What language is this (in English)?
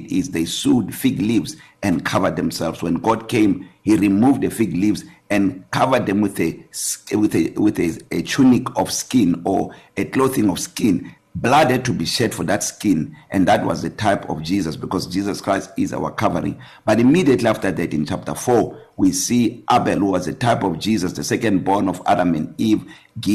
English